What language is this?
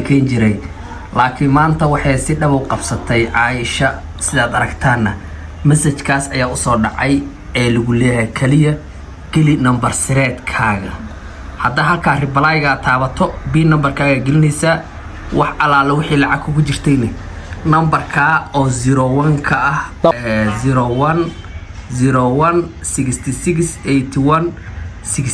Somali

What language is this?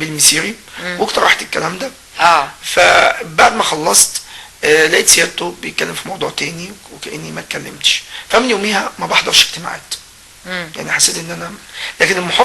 Egyptian Arabic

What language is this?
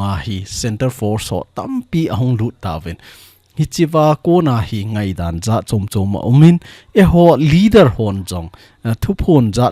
Thado Chin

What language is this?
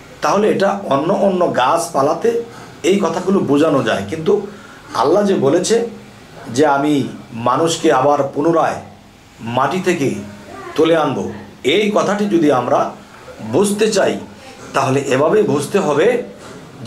Bangla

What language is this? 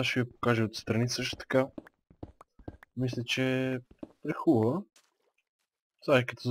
Bulgarian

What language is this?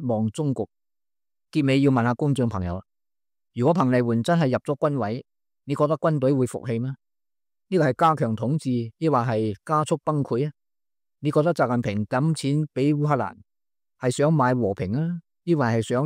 Cantonese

